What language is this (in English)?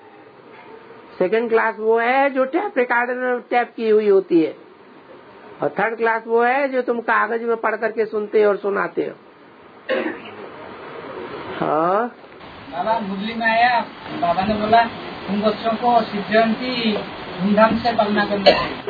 Hindi